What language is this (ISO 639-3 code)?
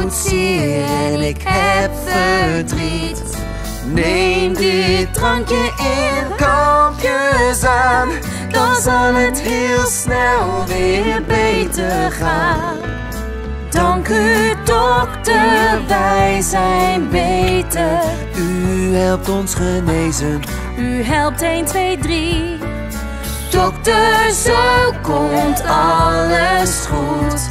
nld